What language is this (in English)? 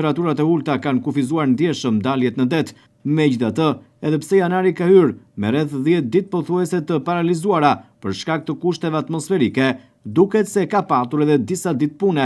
Albanian